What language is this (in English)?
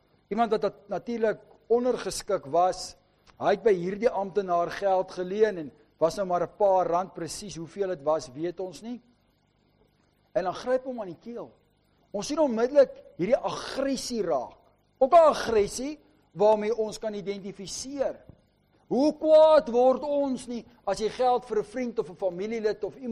Afrikaans